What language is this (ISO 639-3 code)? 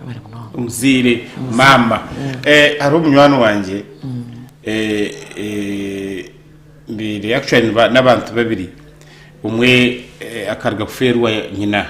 nyn